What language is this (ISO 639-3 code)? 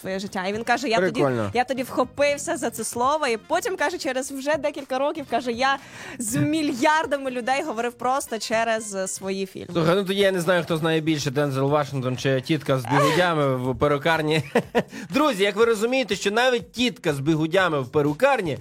ukr